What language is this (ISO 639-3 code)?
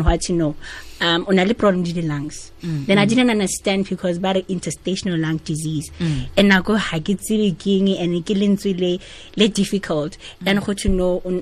tsn